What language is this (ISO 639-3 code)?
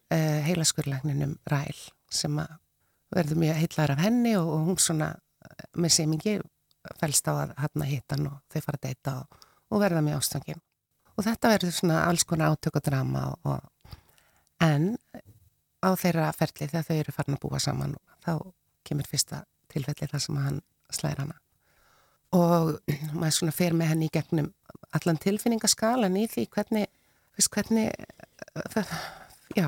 isl